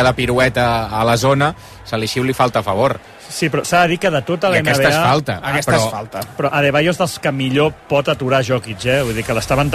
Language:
Catalan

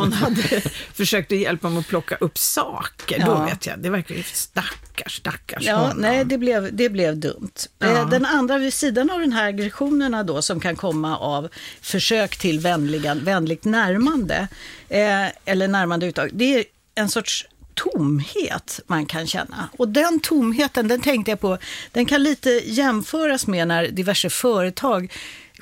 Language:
Swedish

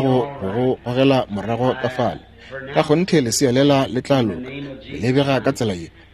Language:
Northern Sotho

